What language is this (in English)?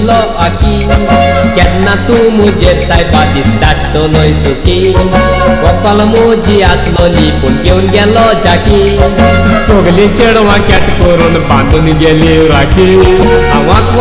Konkani